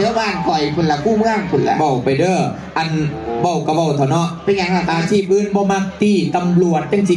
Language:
Northeastern Thai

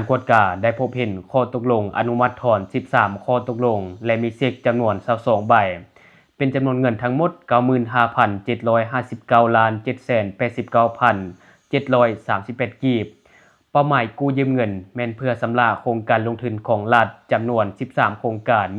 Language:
Lao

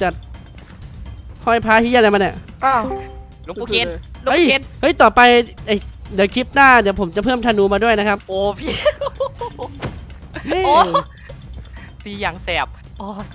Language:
Thai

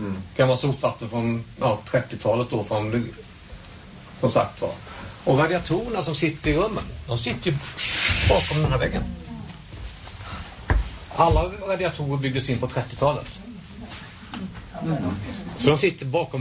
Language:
Swedish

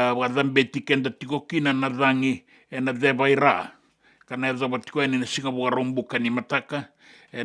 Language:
Fijian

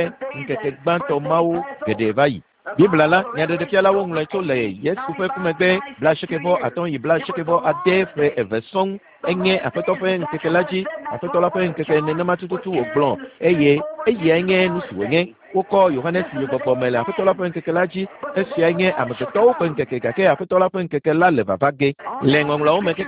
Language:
Ewe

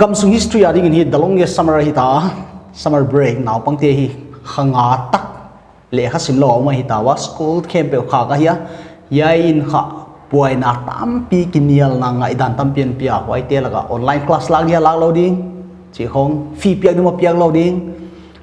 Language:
Paite Chin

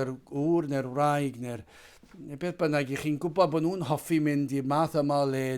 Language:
Welsh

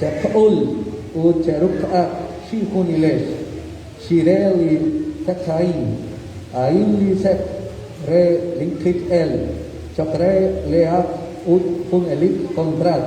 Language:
Kekchí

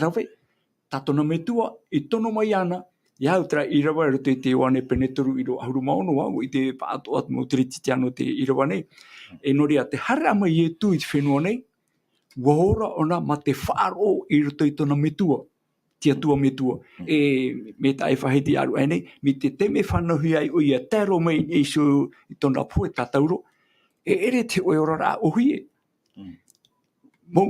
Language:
Tahitian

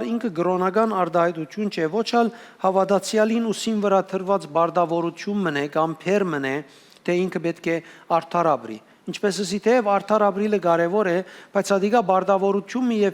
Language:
Western Armenian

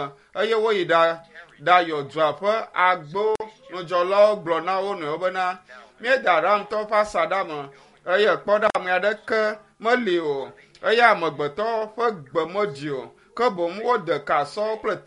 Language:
Ewe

